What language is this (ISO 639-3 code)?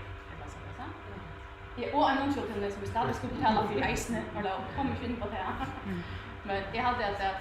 fao